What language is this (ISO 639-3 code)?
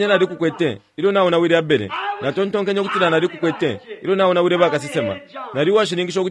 bem